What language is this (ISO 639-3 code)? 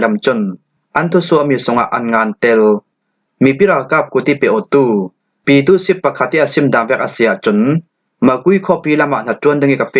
cfm